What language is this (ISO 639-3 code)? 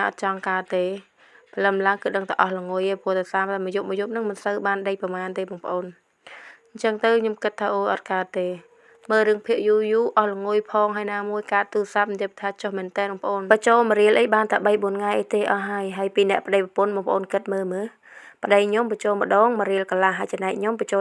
khm